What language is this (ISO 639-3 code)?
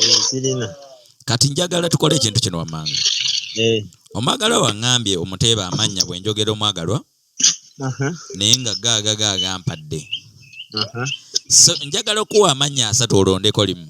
lug